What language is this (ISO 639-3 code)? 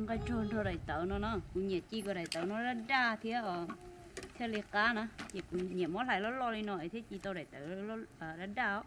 hmn